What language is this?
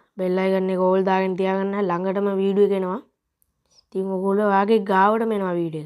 Sinhala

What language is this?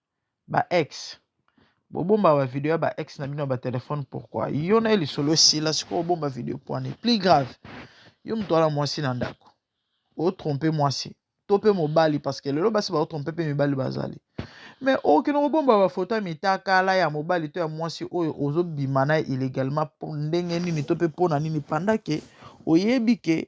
Lingala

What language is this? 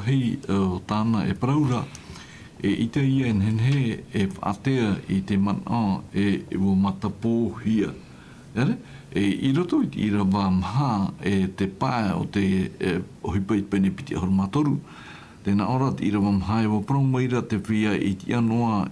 Tahitian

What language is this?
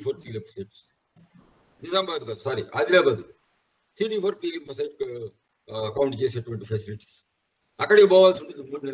Telugu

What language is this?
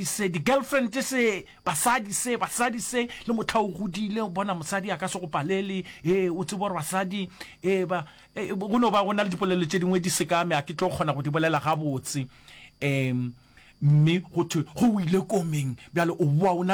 Northern Sotho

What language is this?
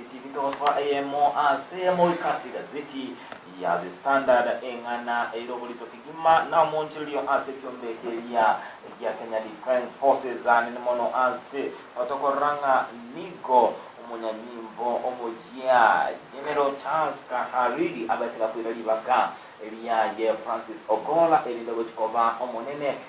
Gusii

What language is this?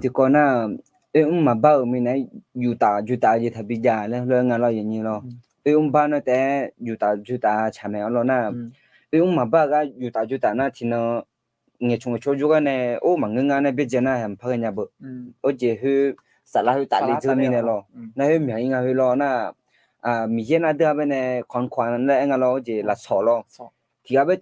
Akha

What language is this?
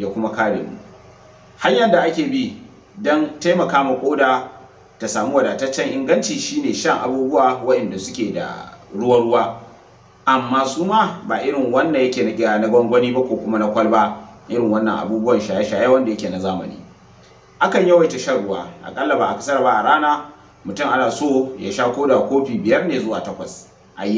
Hausa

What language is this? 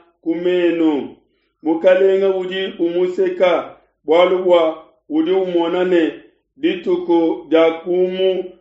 Luba-Lulua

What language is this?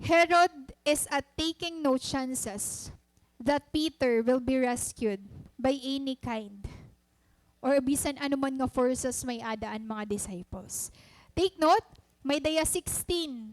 Waray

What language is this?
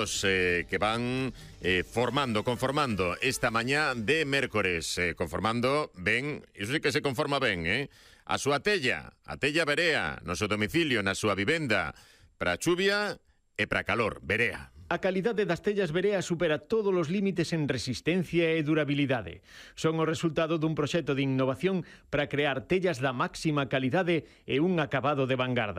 Galician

